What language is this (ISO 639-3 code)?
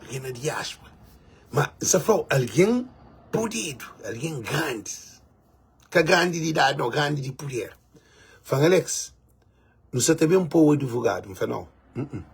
kea